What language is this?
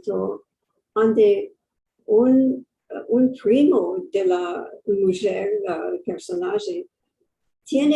Ladino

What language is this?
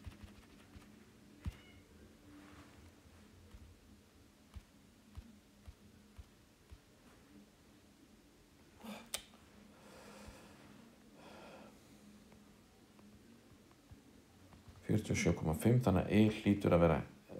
Icelandic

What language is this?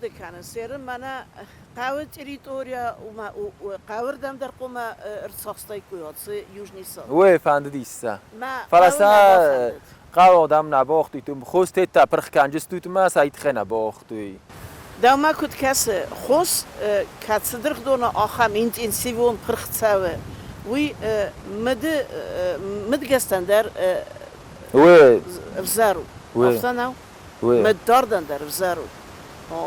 Ossetic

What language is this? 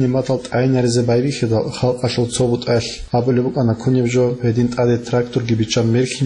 Avaric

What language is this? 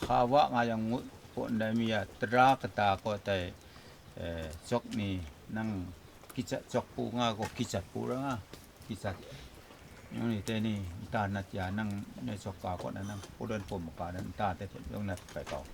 Kachin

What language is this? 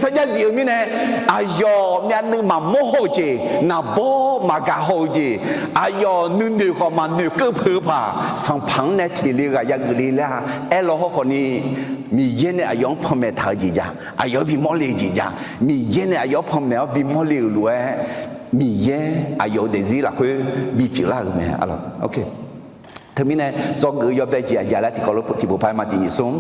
Akha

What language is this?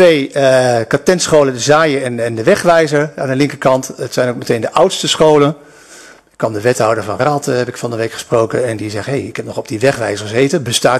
Dutch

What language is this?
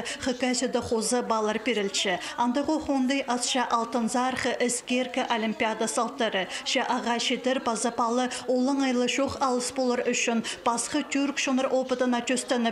Khakas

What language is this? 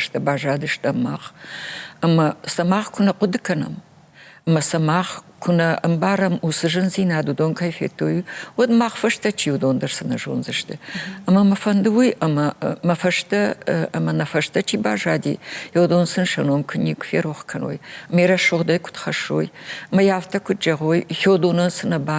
Ossetic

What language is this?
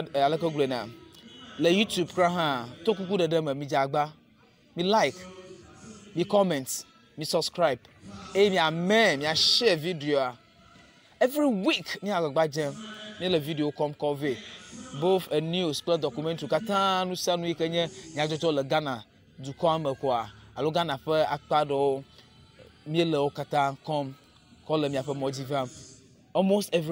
Ewe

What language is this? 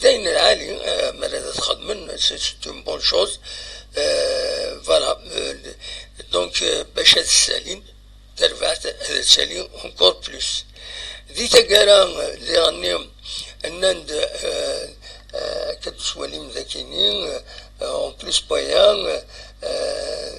Kabyle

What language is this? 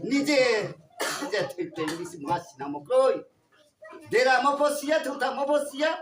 Riang (India)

